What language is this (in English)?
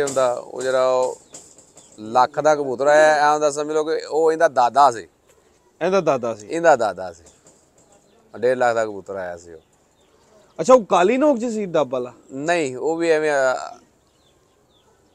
Punjabi